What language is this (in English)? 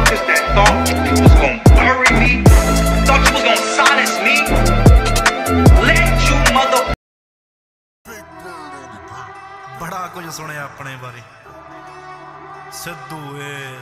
Punjabi